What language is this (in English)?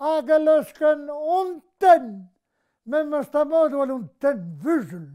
Breton